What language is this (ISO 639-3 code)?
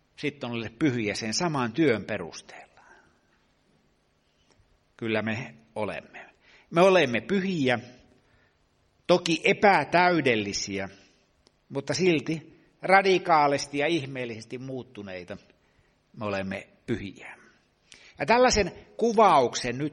fin